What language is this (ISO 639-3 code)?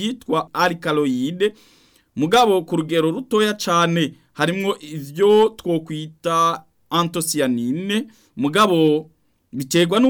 run